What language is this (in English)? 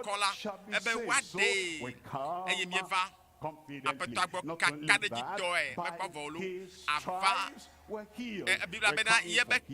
Ewe